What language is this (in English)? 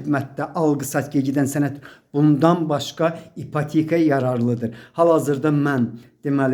Azerbaijani